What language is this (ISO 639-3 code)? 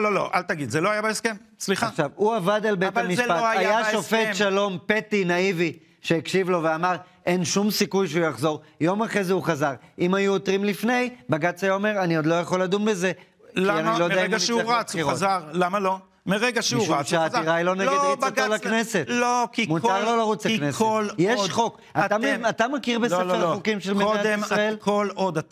heb